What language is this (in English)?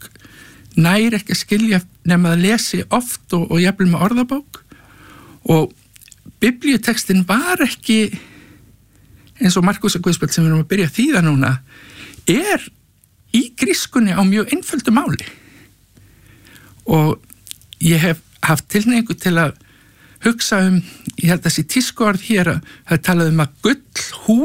Icelandic